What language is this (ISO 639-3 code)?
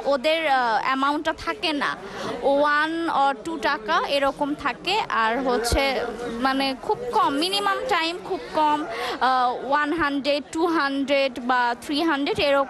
ben